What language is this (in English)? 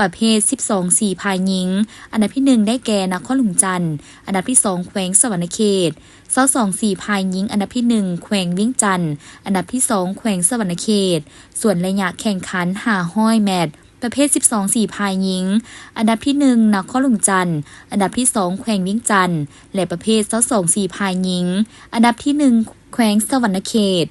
Lao